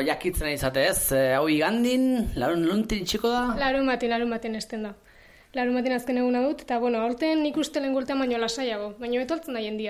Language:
Basque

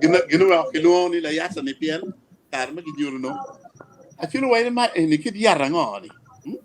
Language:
Acoli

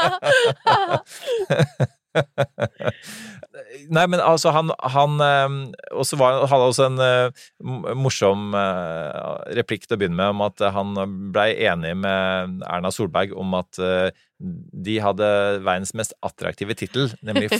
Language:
Norwegian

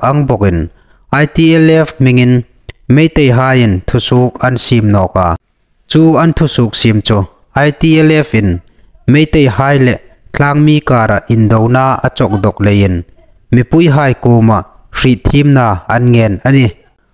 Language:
Hmar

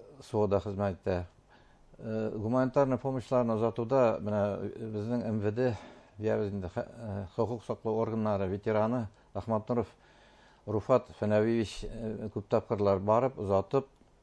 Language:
Bashkir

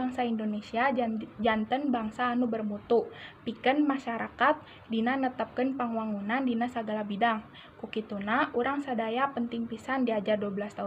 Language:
Sundanese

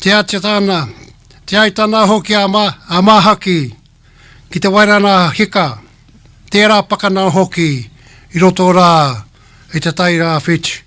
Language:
Māori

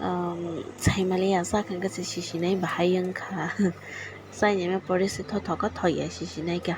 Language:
Kok Borok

